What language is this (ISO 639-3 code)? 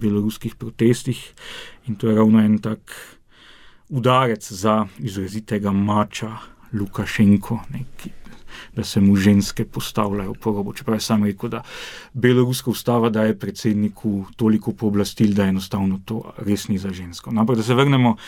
slv